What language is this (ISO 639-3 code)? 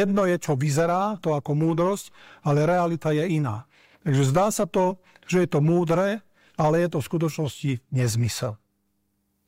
slk